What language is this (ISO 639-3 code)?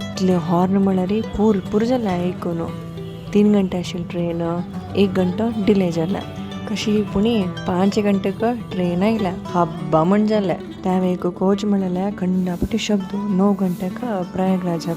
kok